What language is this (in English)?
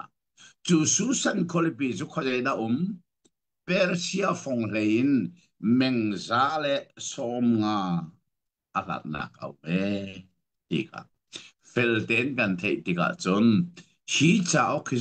Hakha Chin